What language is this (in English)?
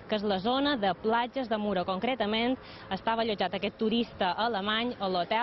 Catalan